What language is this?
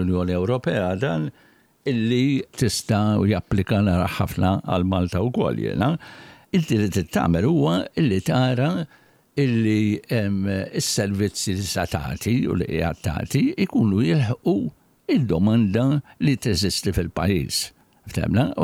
Maltese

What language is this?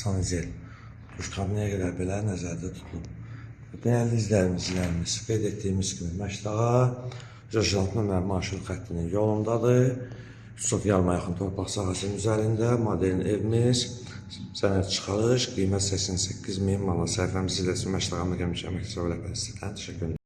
Azerbaijani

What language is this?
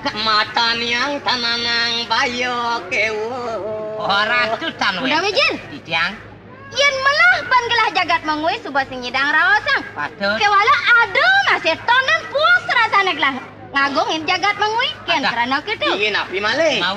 Balinese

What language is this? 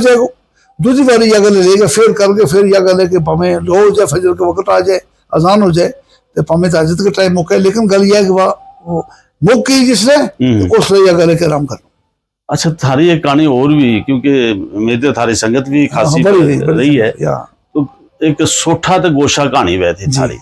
Gujari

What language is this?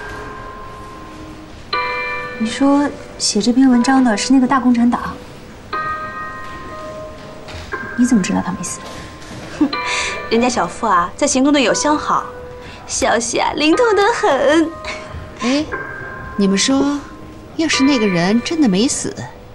Chinese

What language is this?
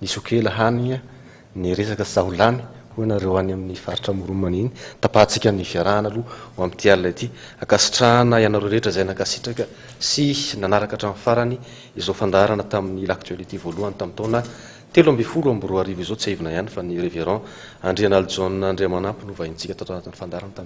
Malagasy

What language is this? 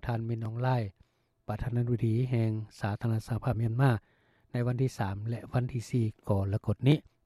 Lao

